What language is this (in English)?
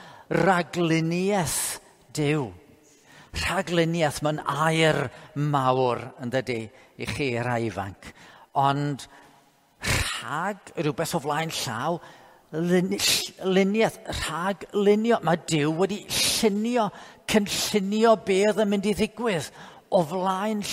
Welsh